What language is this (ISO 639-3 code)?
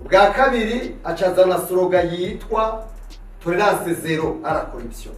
run